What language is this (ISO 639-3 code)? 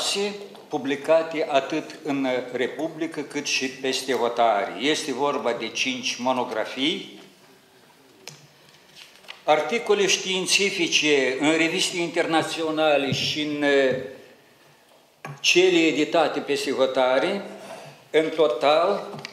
ron